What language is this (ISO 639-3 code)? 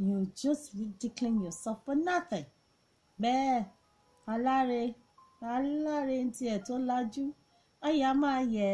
yor